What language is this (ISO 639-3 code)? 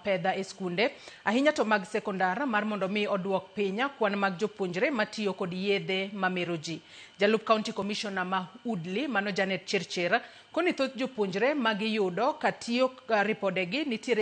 luo